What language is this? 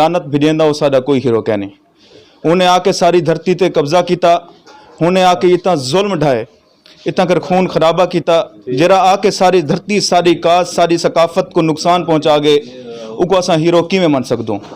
Saraiki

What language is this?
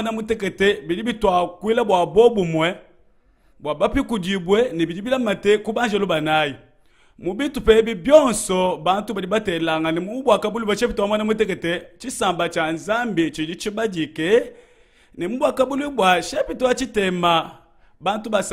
Luba-Lulua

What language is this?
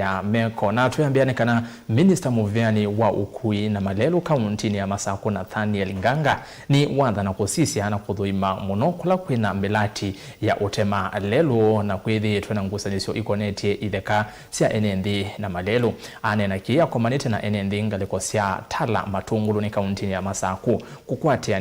Kamba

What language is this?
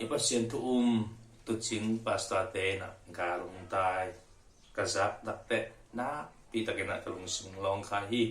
Tedim Chin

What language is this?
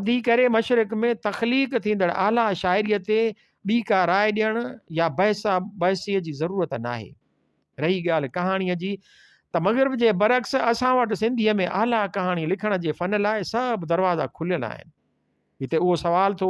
Sindhi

